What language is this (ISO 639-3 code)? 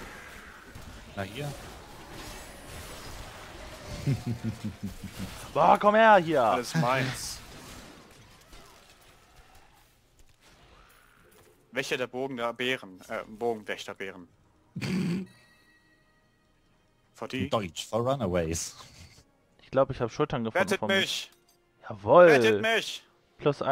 deu